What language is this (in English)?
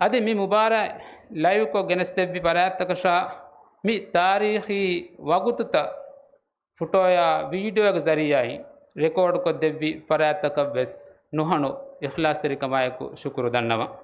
Divehi